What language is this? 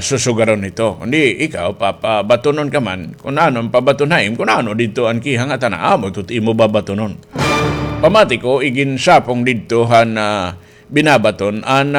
Waray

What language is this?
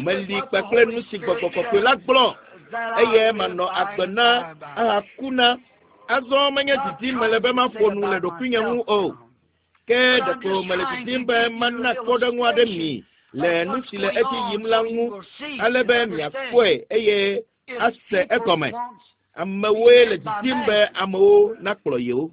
Ewe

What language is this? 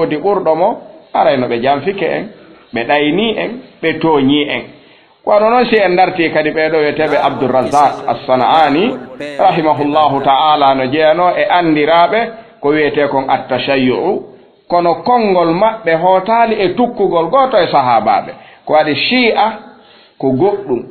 Fula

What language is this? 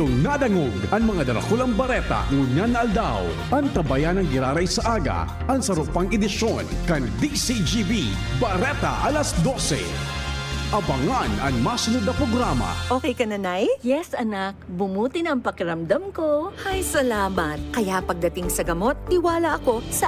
Bikol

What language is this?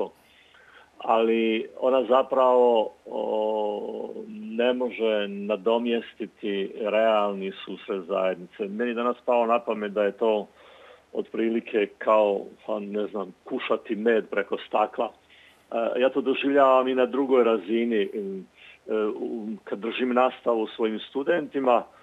Croatian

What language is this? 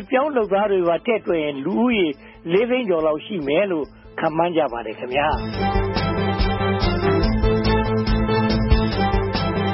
Burmese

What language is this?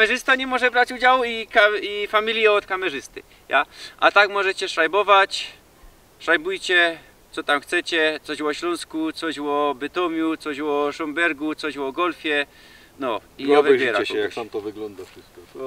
Silesian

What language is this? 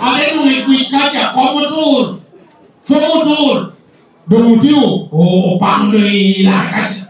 Lango (Uganda)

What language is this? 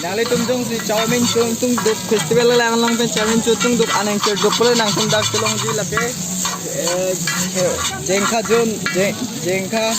Karbi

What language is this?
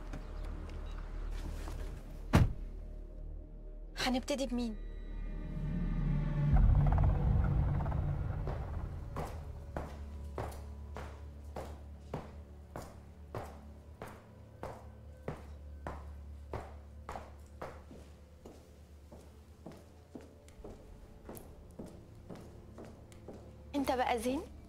Egyptian Arabic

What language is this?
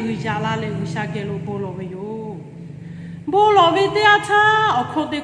Lahu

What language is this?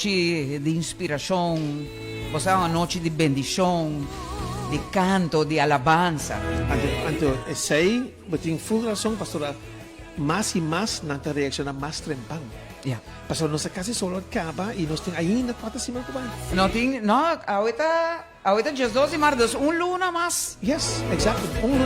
Papiamento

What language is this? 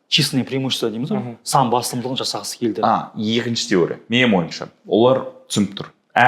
Kazakh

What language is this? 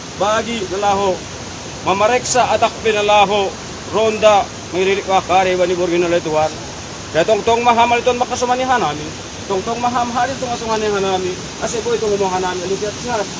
Batak Simalungun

